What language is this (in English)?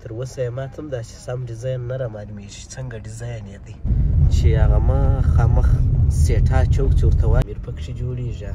Pashto